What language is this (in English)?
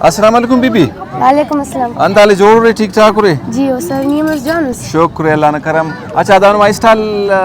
Brahui